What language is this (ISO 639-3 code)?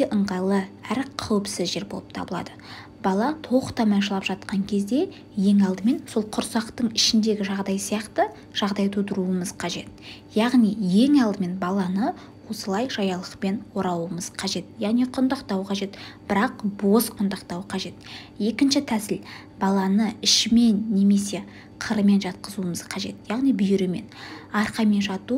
kaz